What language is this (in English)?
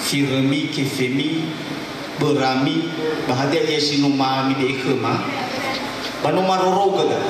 Nias